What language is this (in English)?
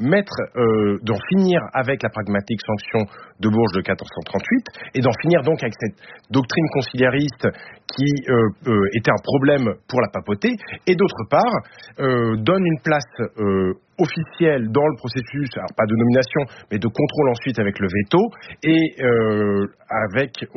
French